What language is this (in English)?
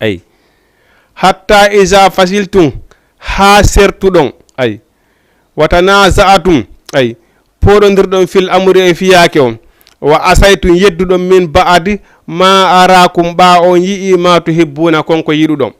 Fula